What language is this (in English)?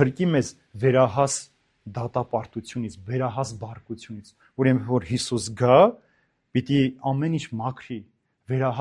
Armenian